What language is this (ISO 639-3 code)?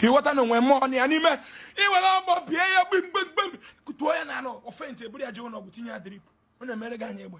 ibo